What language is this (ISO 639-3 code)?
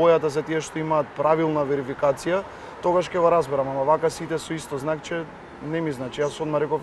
mkd